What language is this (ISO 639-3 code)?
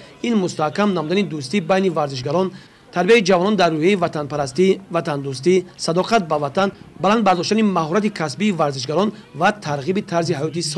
tgk